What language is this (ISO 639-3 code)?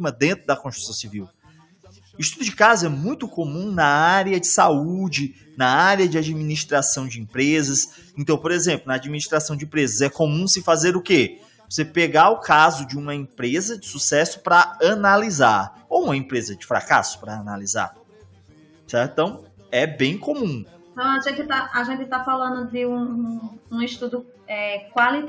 por